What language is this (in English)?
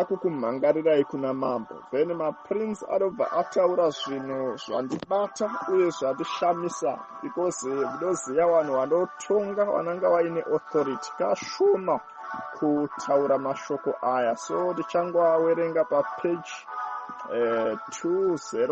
Shona